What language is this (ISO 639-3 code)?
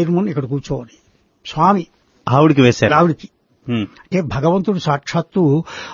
tel